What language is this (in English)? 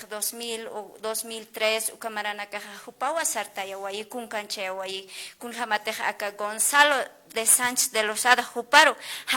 Aymara